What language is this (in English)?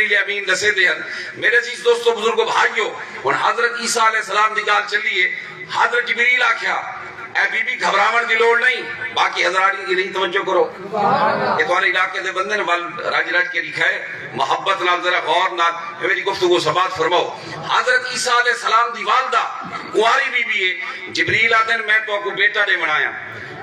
Saraiki